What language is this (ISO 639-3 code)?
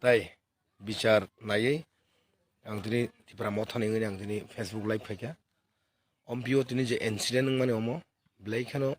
trp